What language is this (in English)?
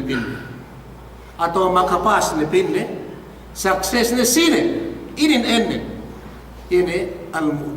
Yakan